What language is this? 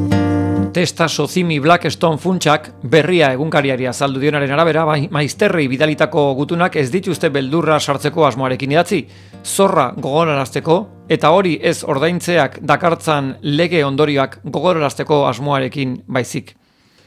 Basque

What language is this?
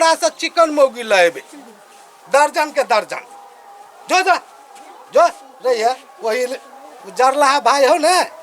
Maithili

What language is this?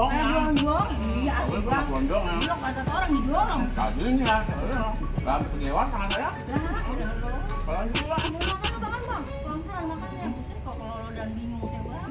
Betawi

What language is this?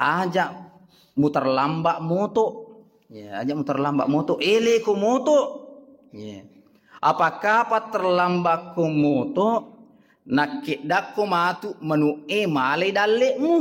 Buginese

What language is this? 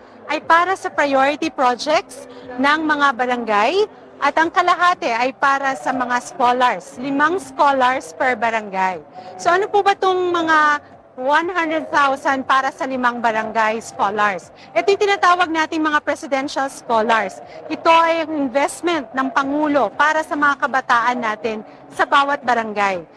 Filipino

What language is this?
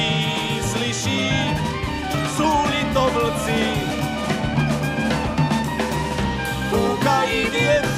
Czech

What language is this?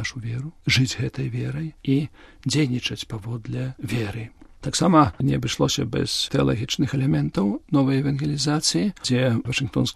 Belarusian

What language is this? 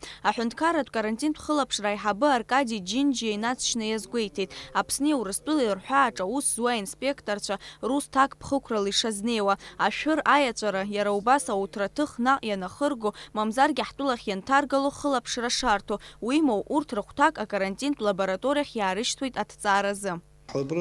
Abkhazian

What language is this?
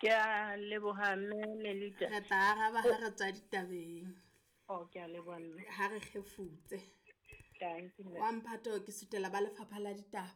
Southern Sotho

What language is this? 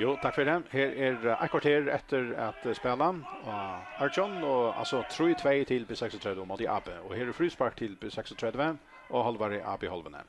Faroese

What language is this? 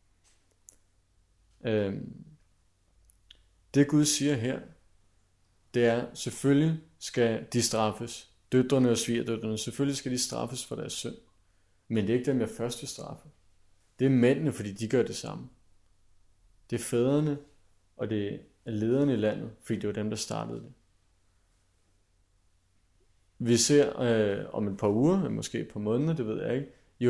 Danish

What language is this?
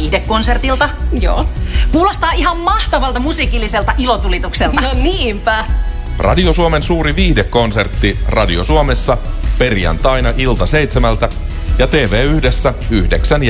Finnish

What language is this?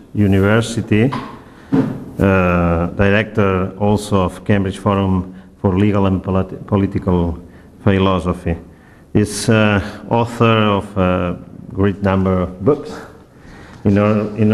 English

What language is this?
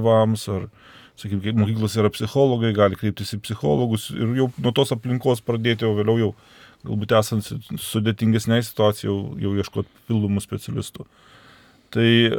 Lithuanian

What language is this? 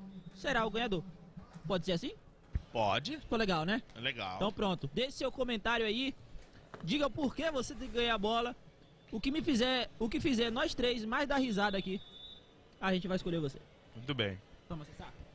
Portuguese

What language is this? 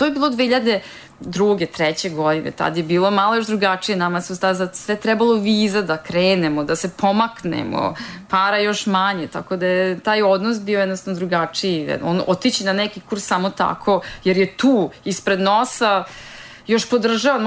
Serbian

